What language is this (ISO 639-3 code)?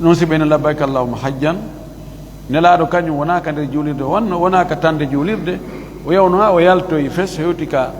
ful